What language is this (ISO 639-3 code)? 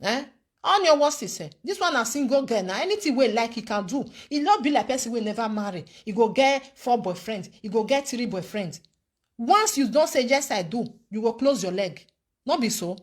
pcm